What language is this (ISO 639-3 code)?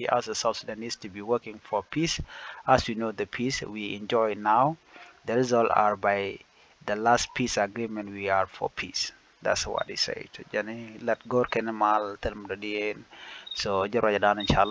nus